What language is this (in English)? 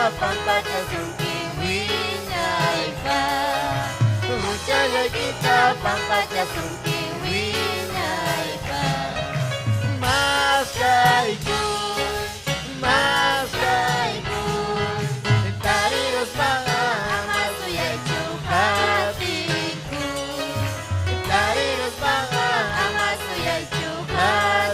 Ayacucho Quechua